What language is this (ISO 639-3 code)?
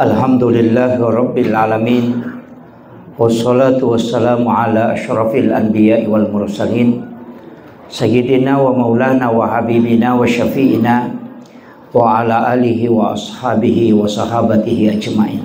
bug